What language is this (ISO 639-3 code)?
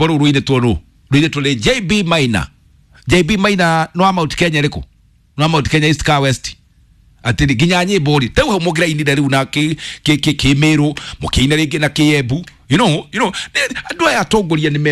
kik